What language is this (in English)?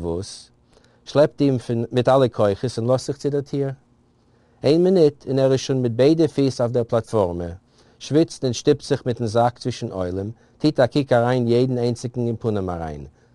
Yiddish